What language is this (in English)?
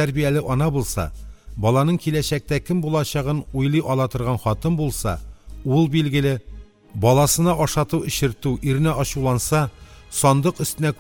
Tatar